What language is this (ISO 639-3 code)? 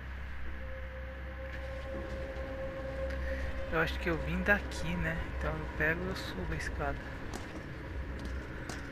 por